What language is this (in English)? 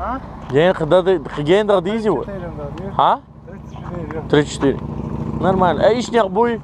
Chechen